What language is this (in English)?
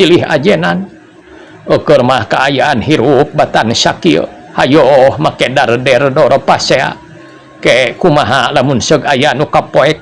Sundanese